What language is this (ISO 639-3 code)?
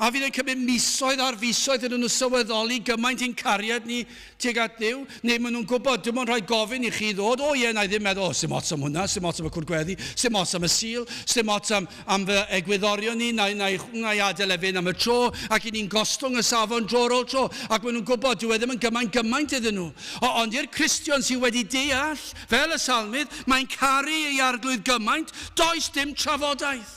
cym